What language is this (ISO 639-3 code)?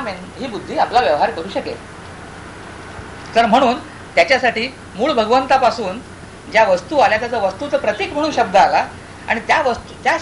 mar